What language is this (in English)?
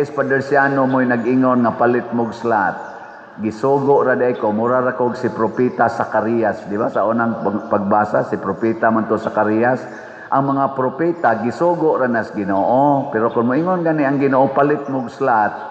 Cebuano